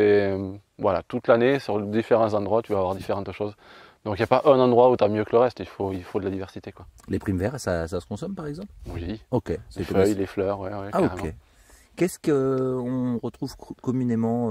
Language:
French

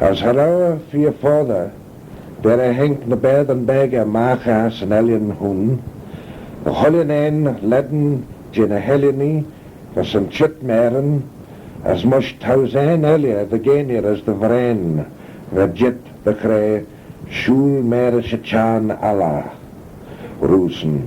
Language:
Manx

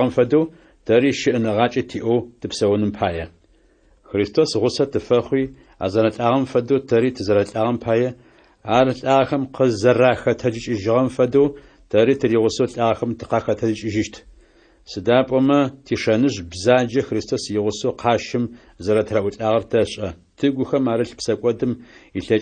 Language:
Adyghe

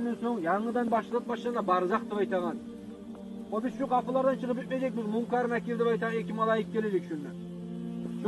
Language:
Kumyk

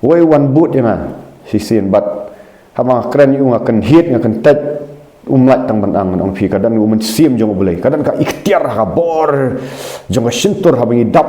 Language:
Khasi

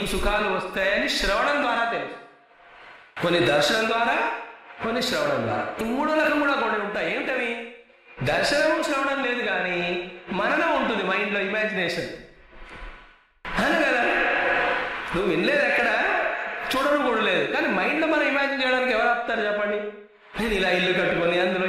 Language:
Telugu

